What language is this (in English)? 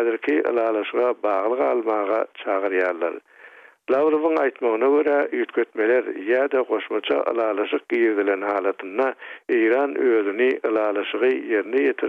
Turkmen